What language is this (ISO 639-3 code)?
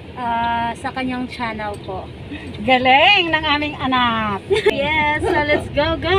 fil